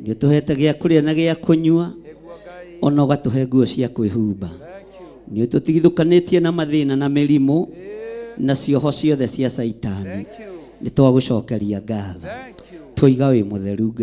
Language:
Kikuyu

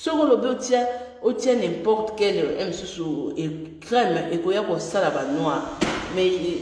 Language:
Lingala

